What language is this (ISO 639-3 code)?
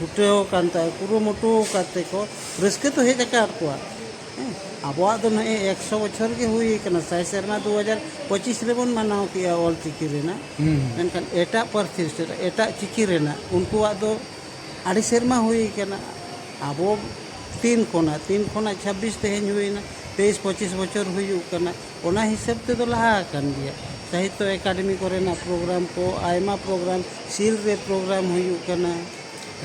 sat